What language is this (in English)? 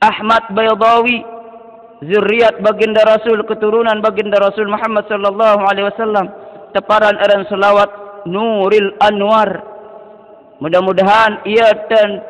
Sasak